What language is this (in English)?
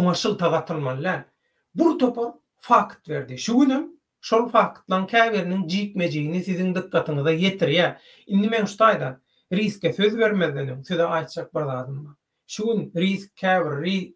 Turkmen